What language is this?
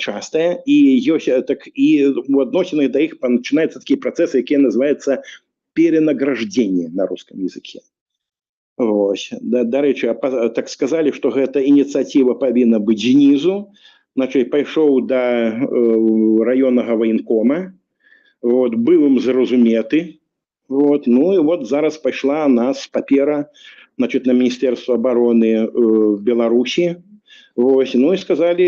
Belarusian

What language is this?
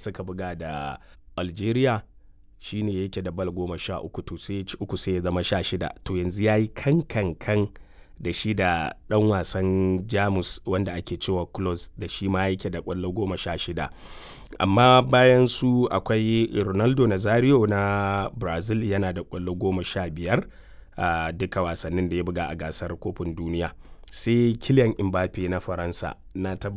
Hausa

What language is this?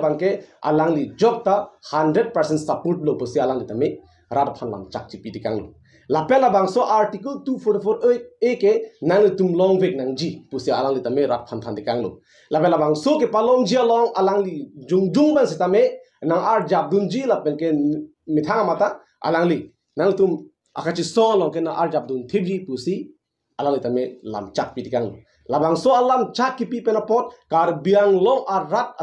Karbi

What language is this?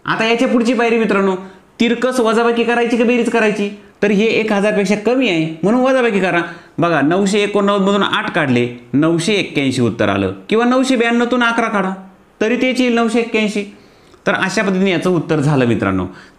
Marathi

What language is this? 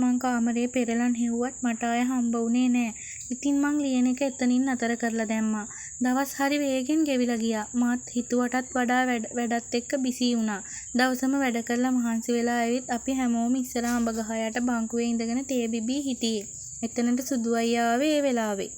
Sinhala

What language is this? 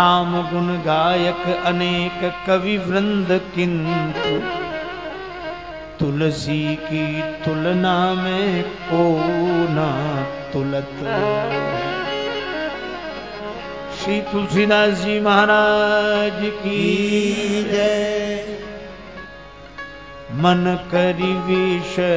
Hindi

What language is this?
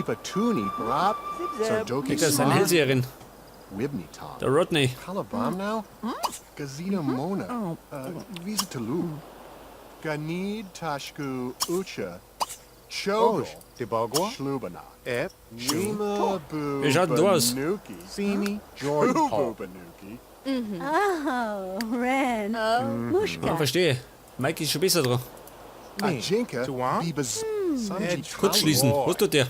Bavarian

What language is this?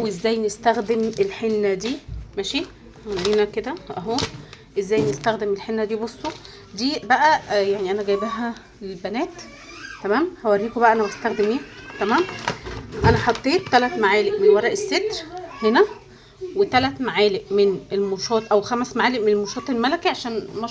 Egyptian Arabic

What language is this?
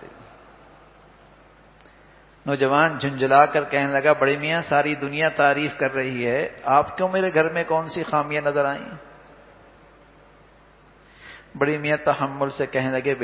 Urdu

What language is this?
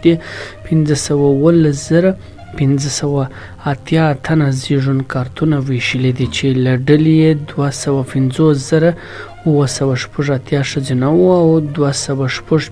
Pashto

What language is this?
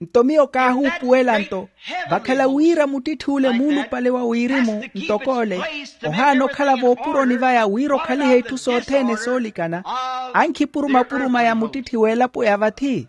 Makhuwa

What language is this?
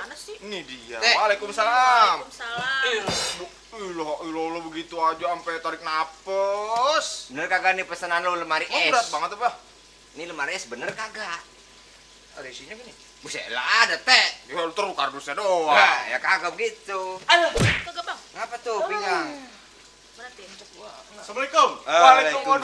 Betawi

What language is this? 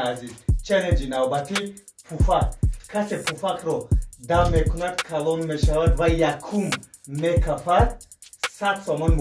Tajik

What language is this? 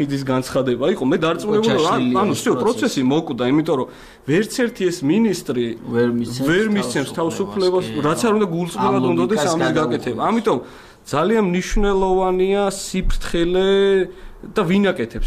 Georgian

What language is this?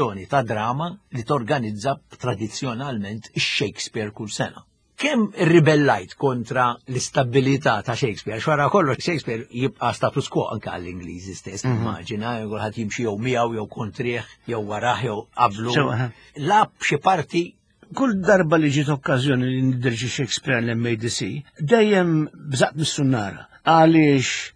Maltese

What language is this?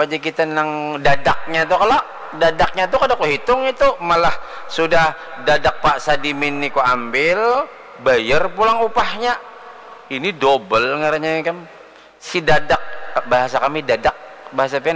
Banjar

